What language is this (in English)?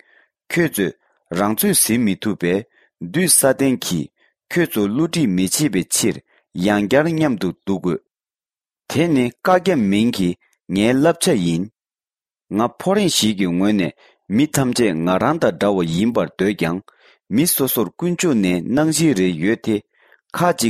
Tibetan